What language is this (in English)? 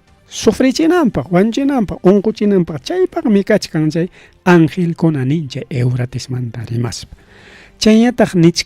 Ayacucho Quechua